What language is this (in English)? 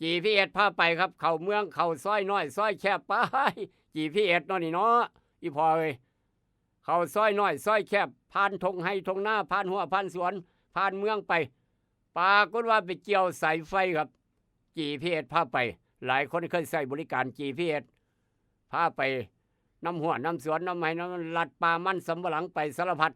Northeastern Thai